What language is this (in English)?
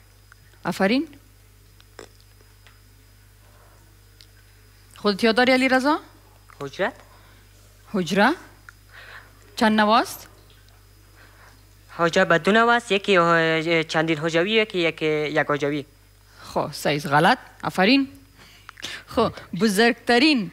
Persian